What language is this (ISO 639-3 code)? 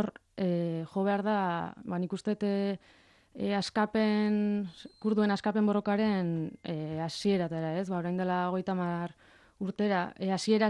eus